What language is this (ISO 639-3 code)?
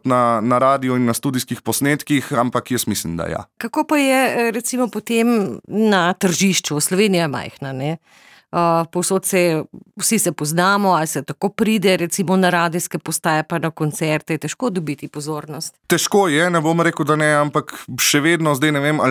slv